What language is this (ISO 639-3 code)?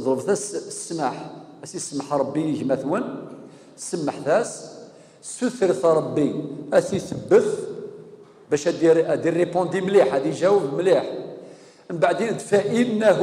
kab